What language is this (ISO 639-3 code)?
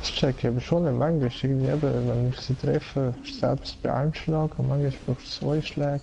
gsw